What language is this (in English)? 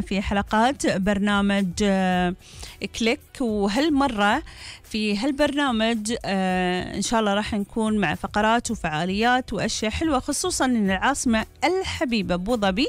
Gulf Arabic